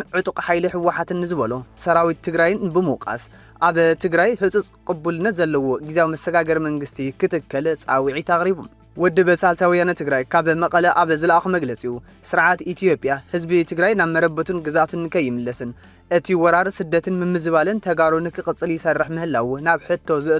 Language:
Tigrinya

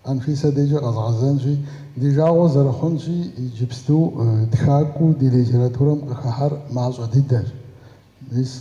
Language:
Kabardian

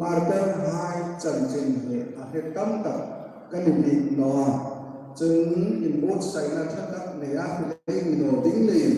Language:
Hmar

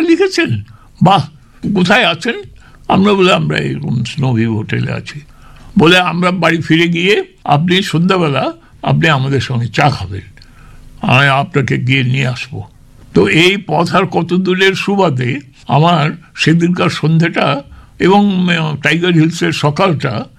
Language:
Bangla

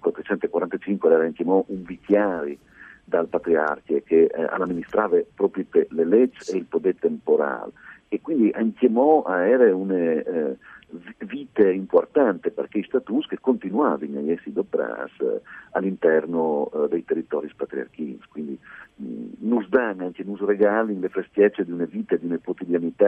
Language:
Friulian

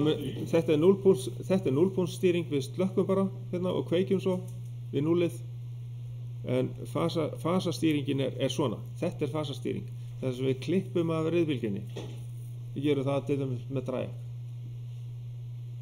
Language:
Icelandic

